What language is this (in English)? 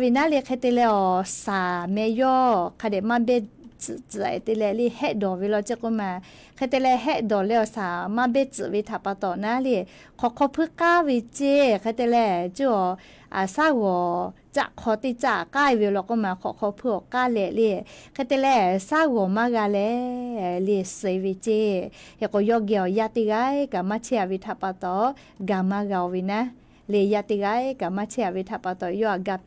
Lahu